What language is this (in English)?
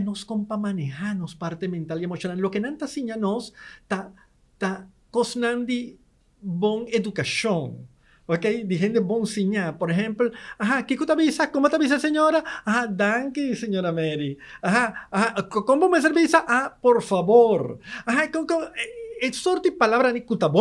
Papiamento